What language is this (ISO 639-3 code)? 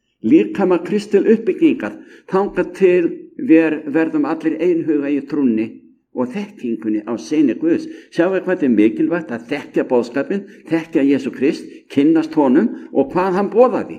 isl